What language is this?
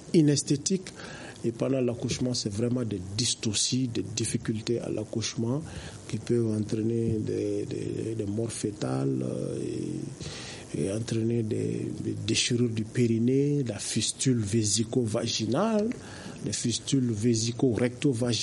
French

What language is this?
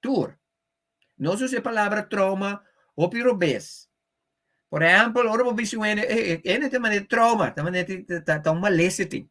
Papiamento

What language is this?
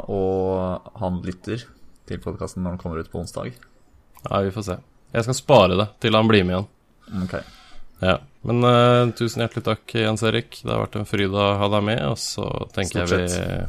Norwegian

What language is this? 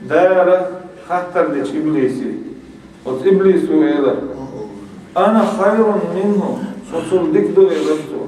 Chechen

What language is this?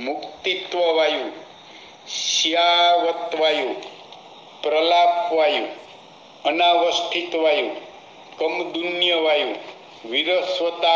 Gujarati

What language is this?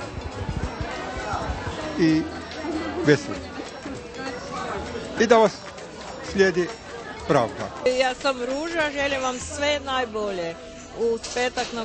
Croatian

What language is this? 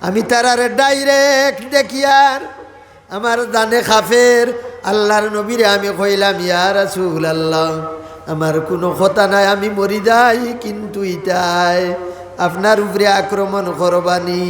Sylheti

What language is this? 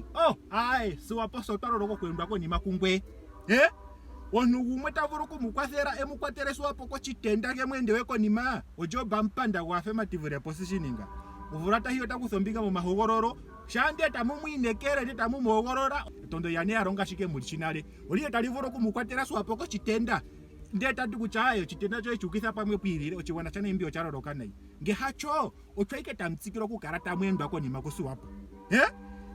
Ndonga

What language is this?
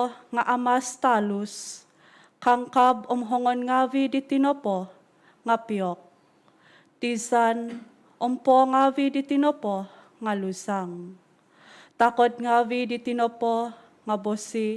Central Dusun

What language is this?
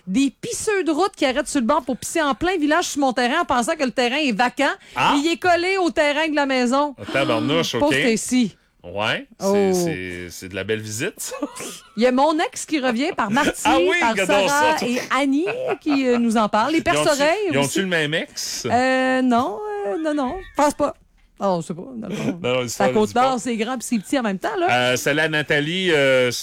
French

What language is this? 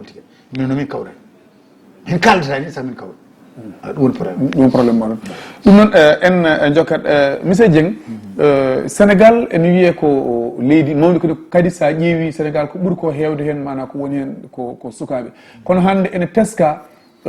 Fula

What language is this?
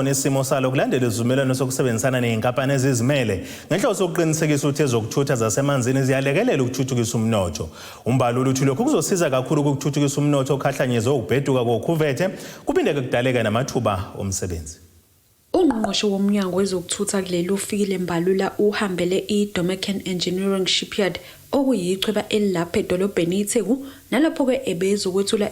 Zulu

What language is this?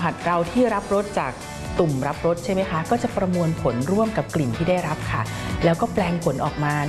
Thai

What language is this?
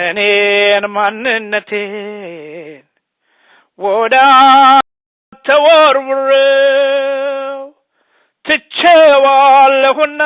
Amharic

